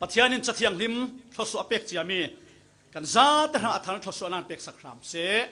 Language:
Falam Chin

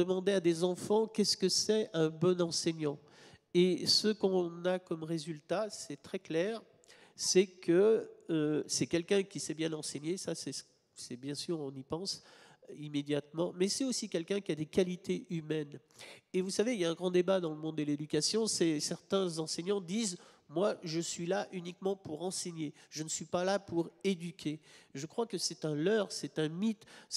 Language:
French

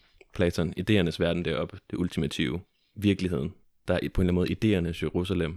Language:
Danish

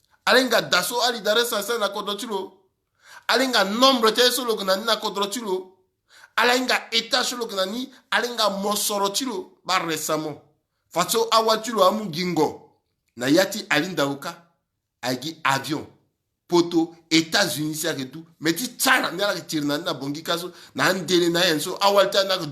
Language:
Sango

